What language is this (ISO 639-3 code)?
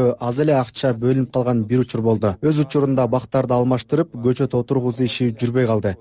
kir